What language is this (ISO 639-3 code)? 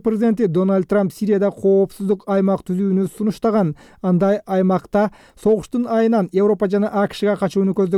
kir